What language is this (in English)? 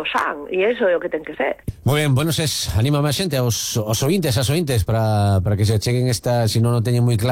Galician